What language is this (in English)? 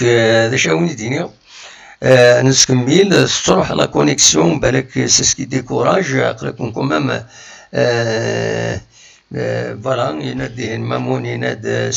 Kabyle